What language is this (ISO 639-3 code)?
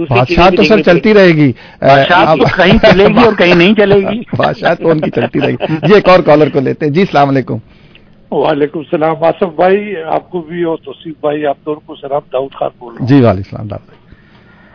urd